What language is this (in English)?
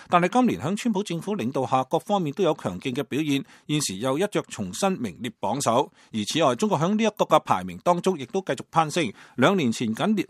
Cantonese